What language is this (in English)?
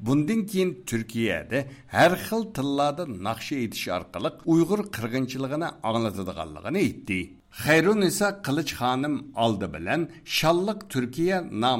Uyghur